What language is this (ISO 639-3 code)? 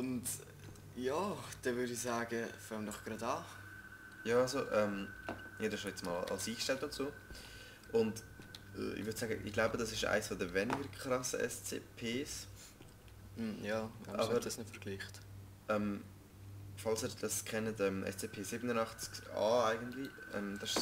gsw